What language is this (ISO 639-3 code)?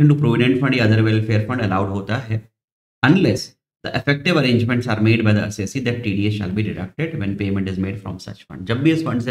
hin